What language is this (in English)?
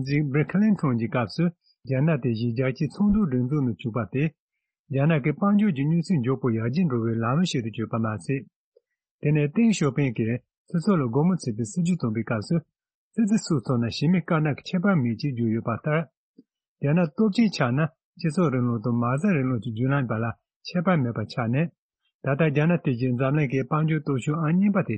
Tibetan